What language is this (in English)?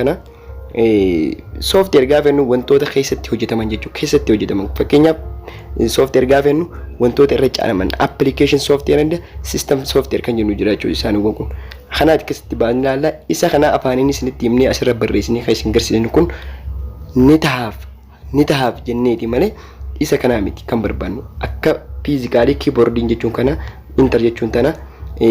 Oromo